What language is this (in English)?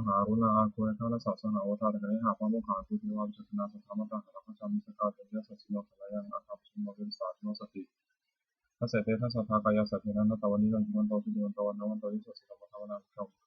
Pali